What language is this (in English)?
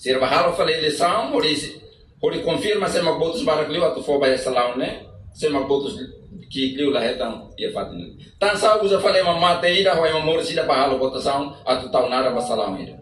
Tetum